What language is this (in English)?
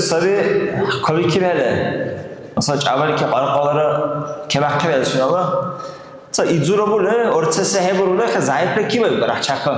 Dargwa